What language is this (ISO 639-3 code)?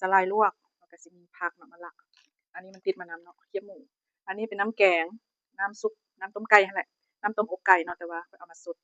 lao